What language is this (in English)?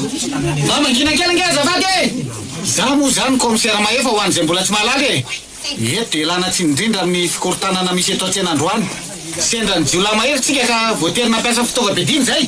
Malagasy